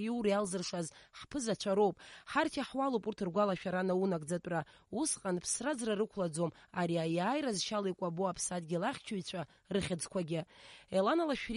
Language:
Abkhazian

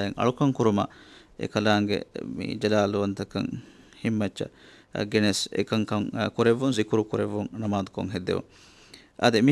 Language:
Divehi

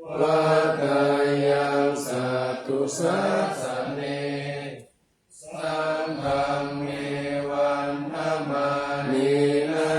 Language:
Pali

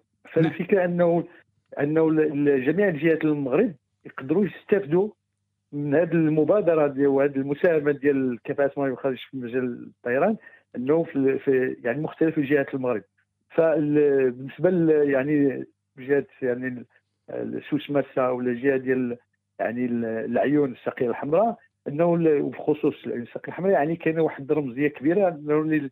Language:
Moroccan Arabic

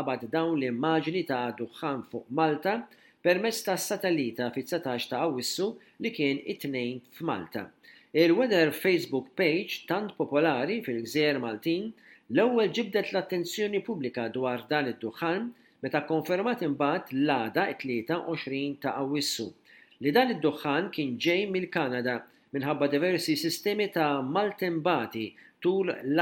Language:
Maltese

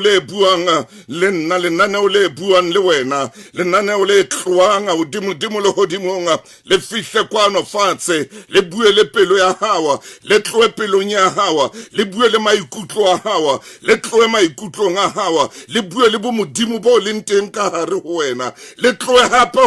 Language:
Southern Sotho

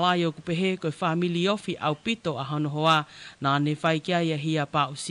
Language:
Tongan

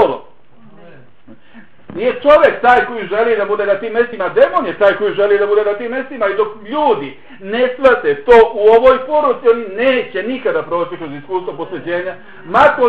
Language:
Bosnian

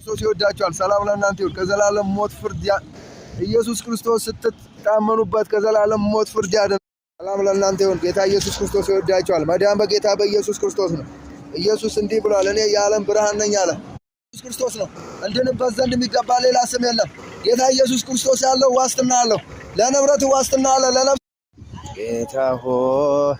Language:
Amharic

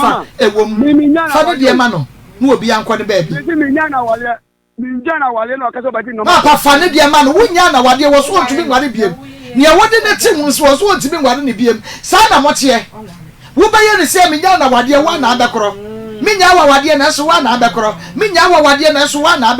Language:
Akan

